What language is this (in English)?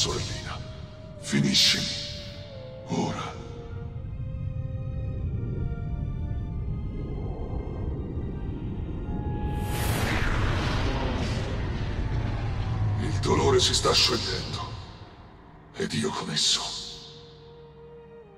Italian